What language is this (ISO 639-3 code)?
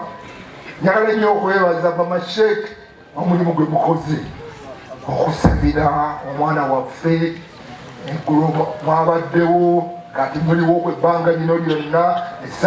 lug